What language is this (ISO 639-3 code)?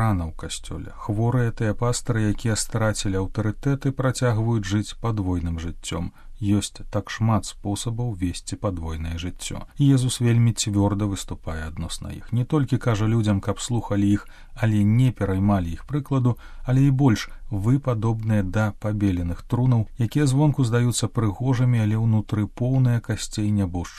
bel